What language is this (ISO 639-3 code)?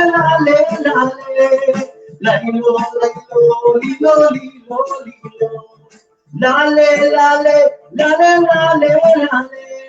bfq